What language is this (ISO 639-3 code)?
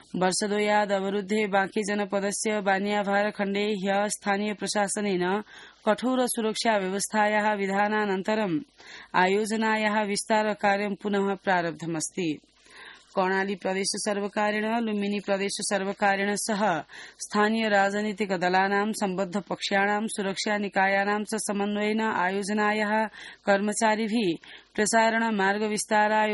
san